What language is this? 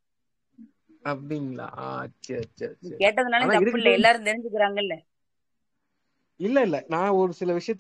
Tamil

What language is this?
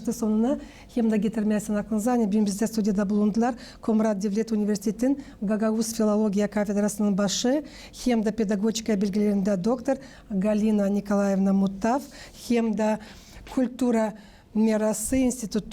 Gagauz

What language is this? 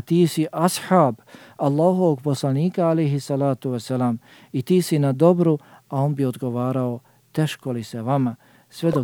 Bosnian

